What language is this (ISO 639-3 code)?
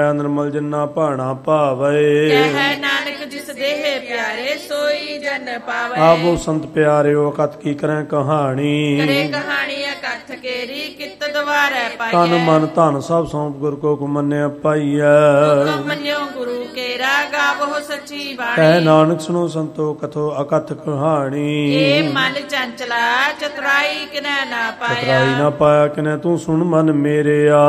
pan